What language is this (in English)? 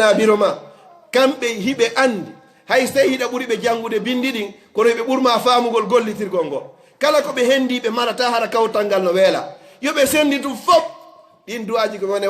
Fula